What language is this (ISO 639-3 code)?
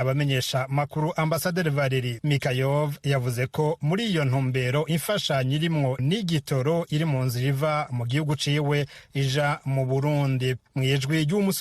run